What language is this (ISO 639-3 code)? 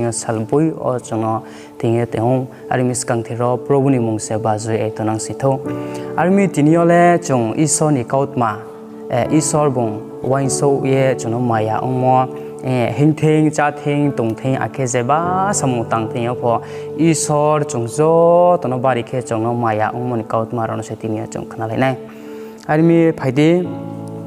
ria